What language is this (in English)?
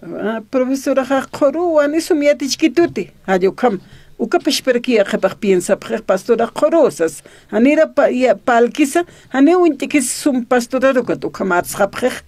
Aymara